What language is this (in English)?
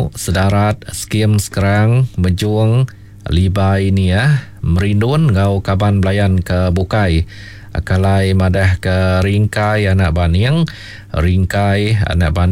Iban